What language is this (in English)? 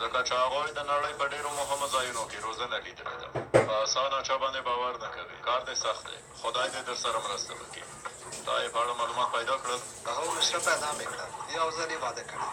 Pashto